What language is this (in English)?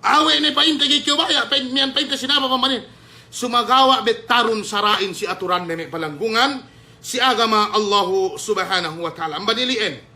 Yakan